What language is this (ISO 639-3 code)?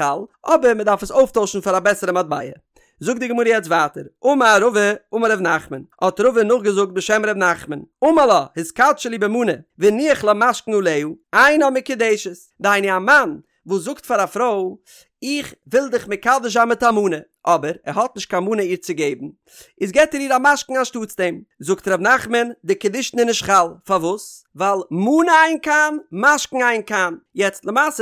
yid